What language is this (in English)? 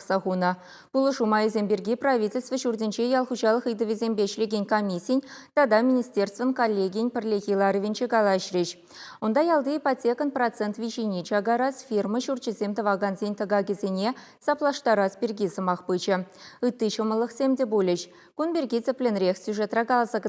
Chuvash